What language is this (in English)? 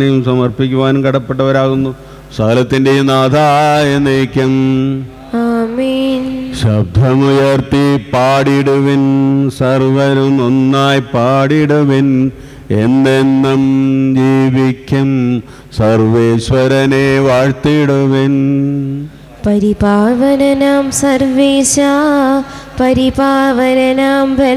Malayalam